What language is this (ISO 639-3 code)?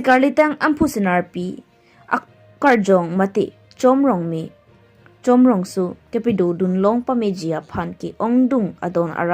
mjw